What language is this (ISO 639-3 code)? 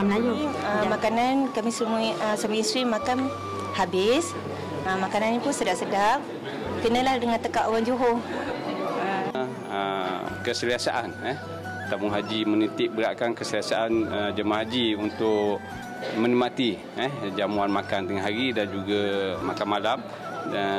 msa